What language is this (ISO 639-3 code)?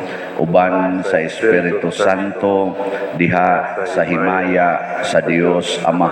ceb